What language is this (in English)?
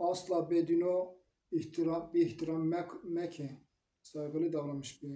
Zaza